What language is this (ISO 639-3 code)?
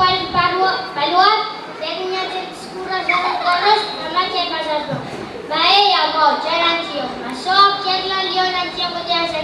pon